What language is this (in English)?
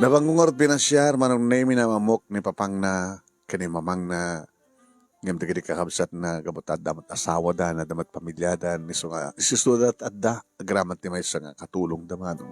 Iloko